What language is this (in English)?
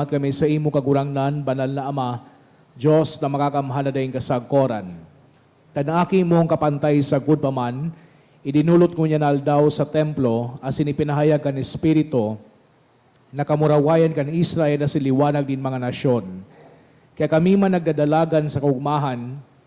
Bikol